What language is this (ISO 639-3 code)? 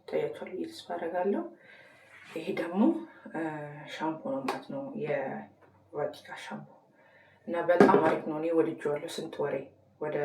amh